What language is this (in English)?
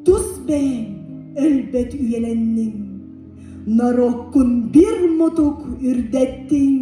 Yakut